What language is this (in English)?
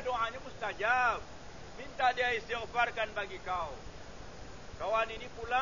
Malay